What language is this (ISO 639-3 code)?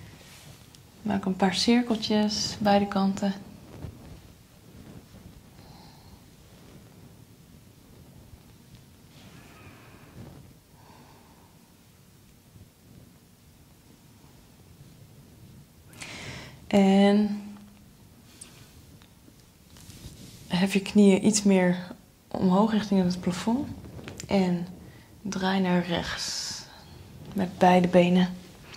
nld